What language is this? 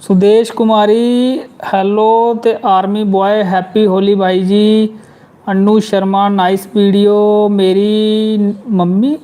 Dogri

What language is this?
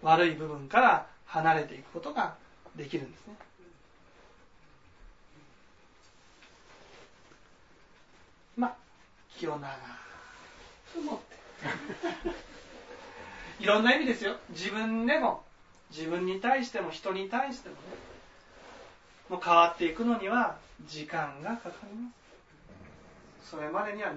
Japanese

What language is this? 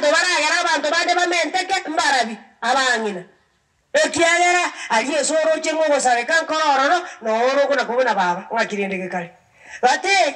Gusii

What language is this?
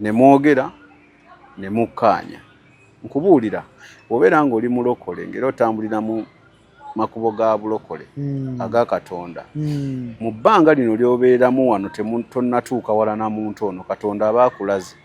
Ganda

